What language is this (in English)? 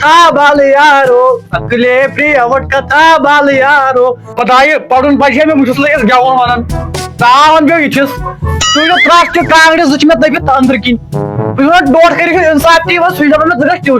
Kashmiri